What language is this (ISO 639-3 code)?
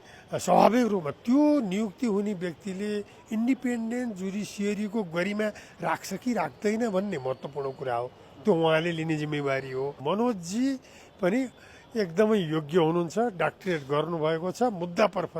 nep